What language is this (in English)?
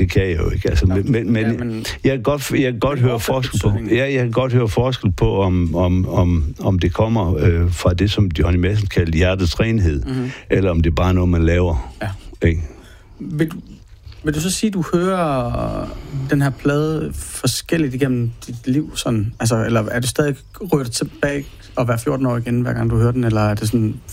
Danish